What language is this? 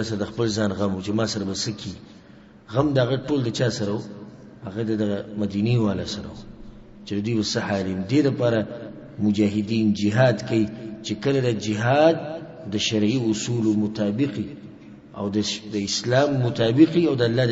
Pashto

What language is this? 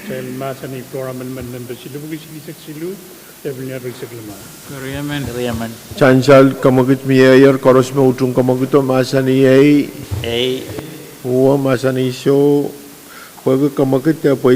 Pohnpeian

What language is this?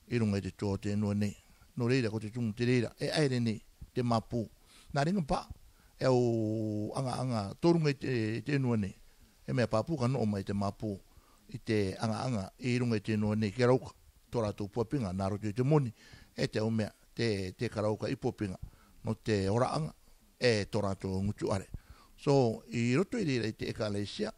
Rarotongan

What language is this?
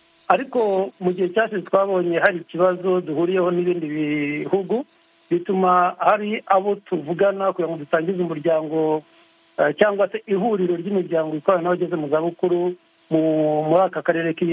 Kinyarwanda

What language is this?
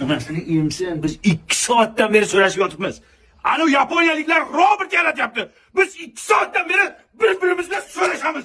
Uzbek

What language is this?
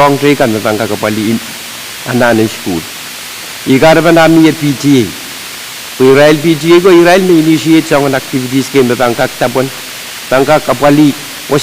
Pohnpeian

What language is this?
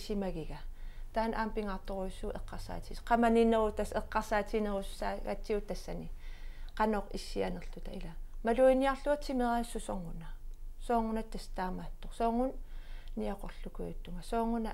Kalaallisut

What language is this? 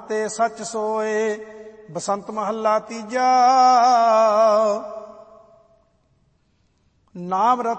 Punjabi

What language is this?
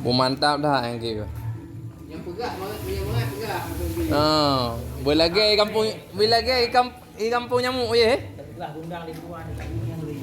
Achinese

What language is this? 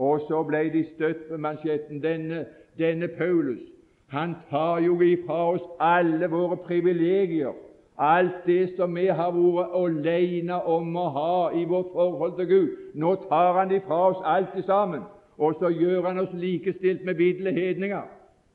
Norwegian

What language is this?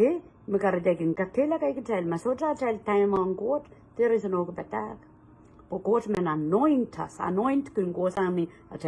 Pohnpeian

